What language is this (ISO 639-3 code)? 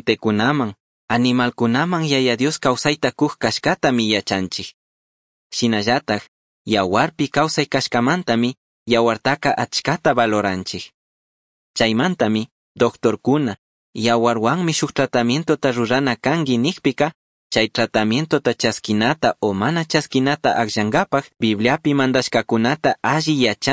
qug